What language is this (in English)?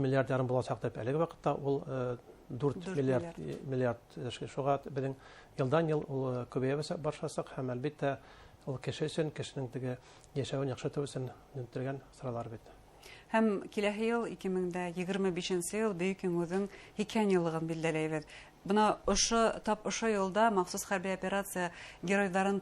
Bashkir